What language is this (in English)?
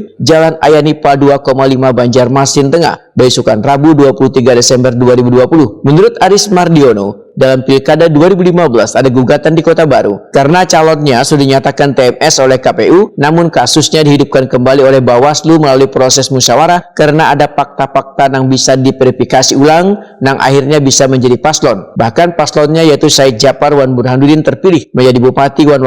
Banjar